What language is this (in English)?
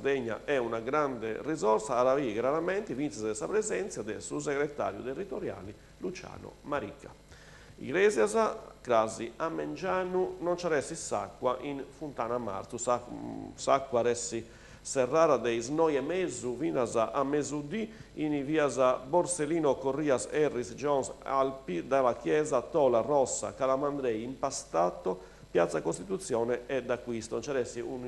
Sardinian